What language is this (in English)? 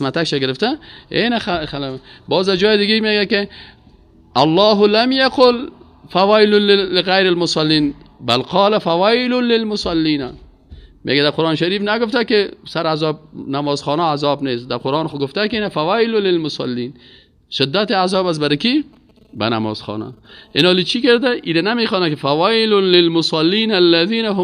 Persian